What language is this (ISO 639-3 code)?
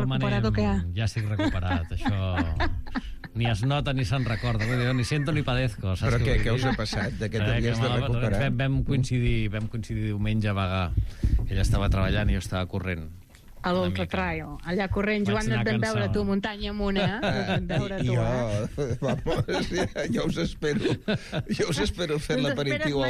cat